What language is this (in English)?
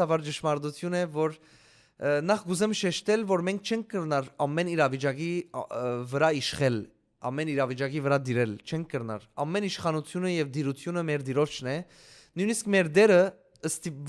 Western Armenian